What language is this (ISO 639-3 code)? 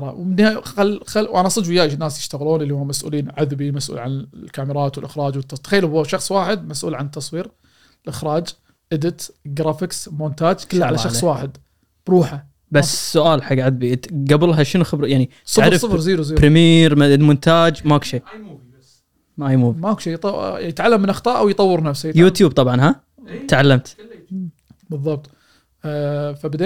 afb